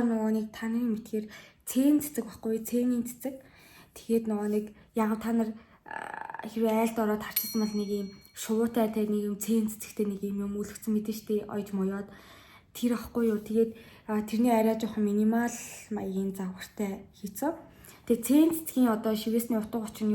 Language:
Mongolian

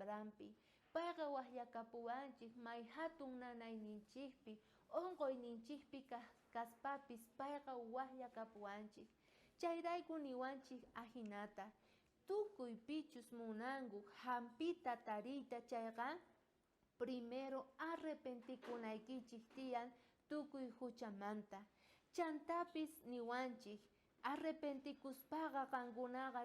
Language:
South Bolivian Quechua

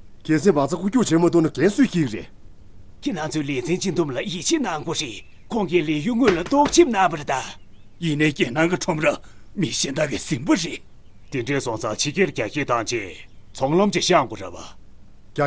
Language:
Tibetan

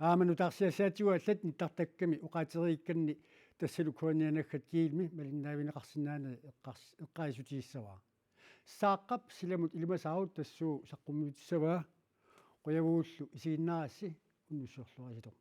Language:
Kalaallisut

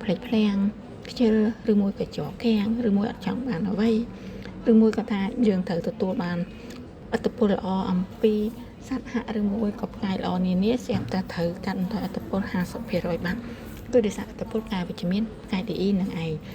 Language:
Khmer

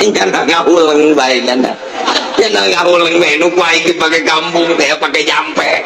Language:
Sundanese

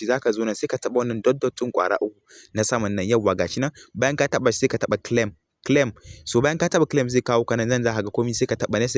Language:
Hausa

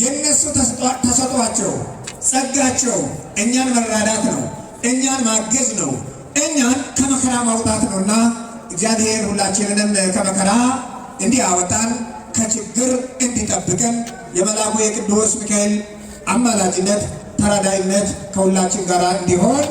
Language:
Amharic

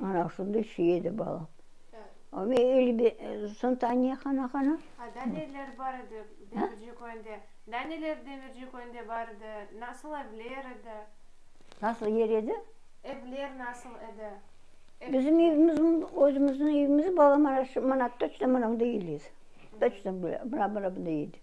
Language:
Crimean Tatar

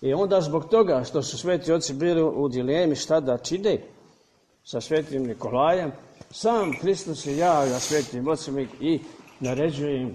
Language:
Serbian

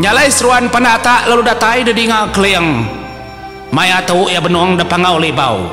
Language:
Iban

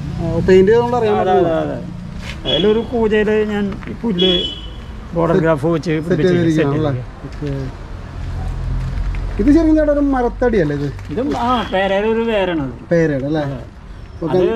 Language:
Malayalam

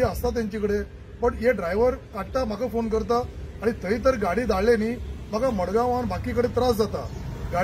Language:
Konkani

